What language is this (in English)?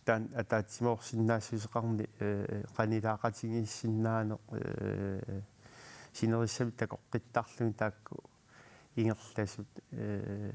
Kalaallisut